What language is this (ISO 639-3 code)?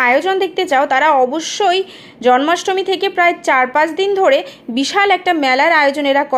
ben